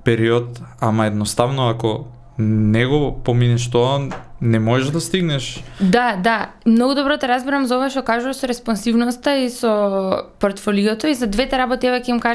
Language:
Macedonian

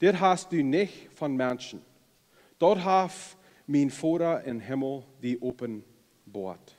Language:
Plautdietsch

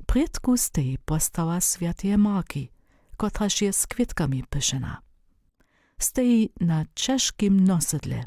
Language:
Upper Sorbian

